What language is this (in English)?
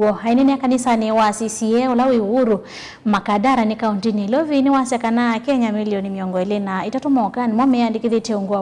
Kamba